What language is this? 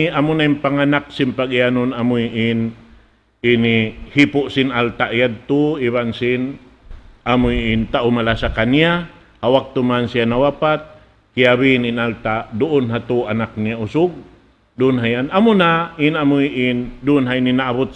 Tausug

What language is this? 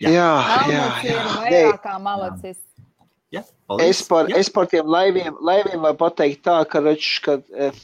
Latvian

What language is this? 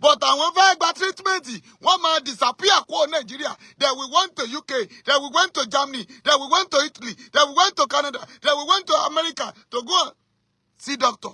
Yoruba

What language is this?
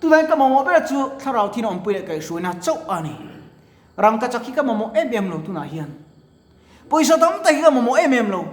Mizo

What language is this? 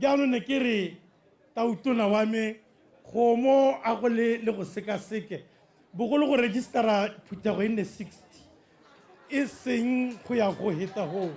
Tswana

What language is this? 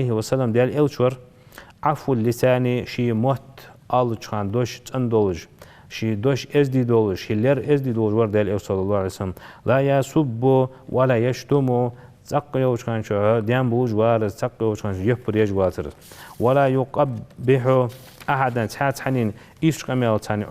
Ingush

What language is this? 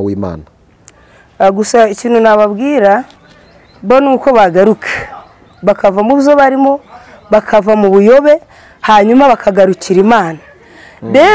Kinyarwanda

